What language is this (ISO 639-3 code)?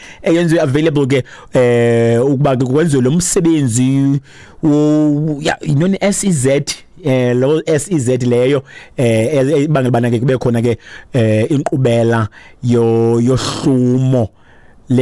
xho